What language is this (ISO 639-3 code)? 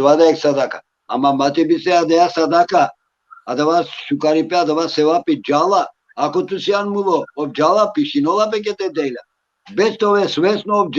rmn